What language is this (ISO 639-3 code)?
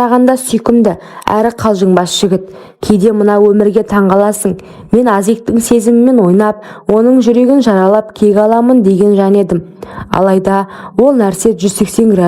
kaz